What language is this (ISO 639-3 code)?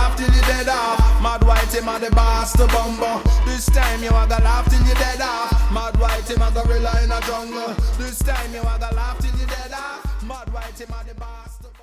jam